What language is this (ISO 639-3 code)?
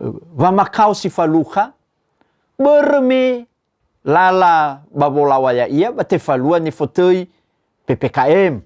nia